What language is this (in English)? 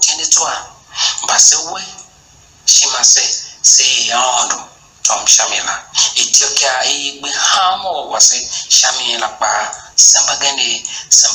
Tiv